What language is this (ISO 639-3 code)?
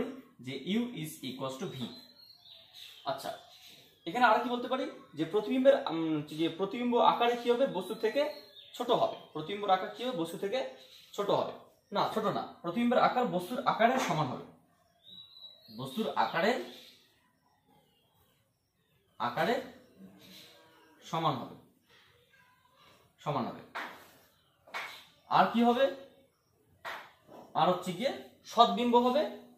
ben